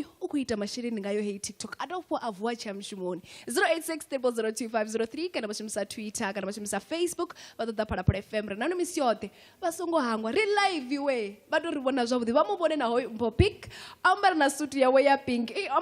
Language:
Venda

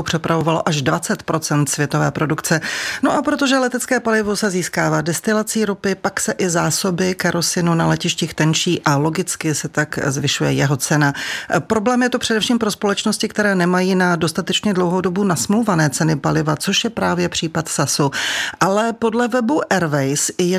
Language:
Czech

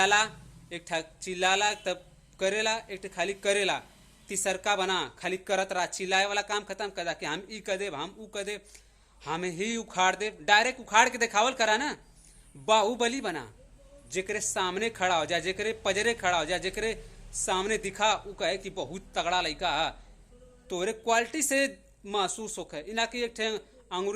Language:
Bhojpuri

